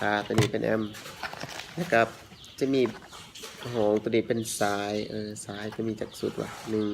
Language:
Lao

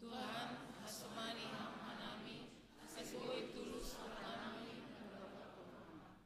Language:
Batak Simalungun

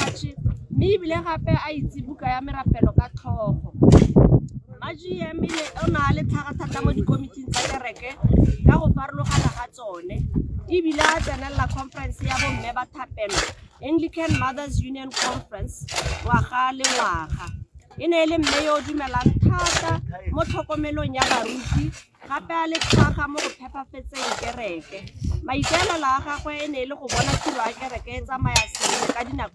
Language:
Tswana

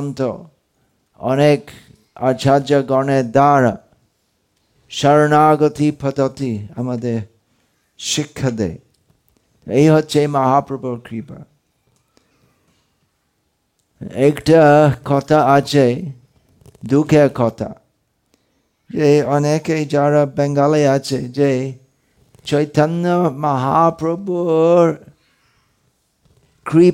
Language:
Bangla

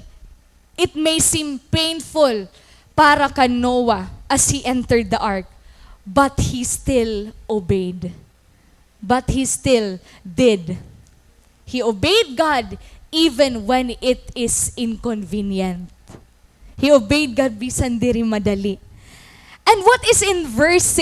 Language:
Waray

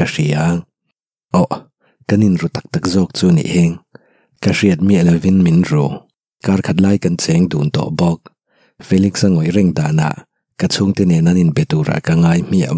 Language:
Mizo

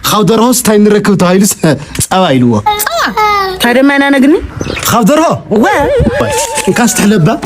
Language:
Tigrinya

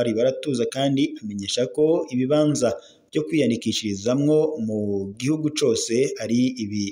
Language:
Rundi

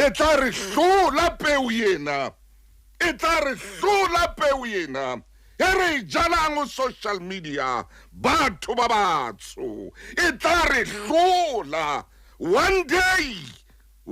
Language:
Southern Sotho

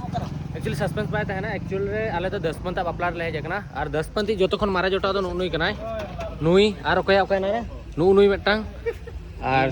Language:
Santali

